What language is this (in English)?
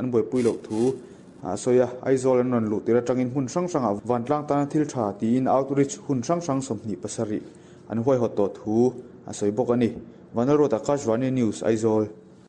Mizo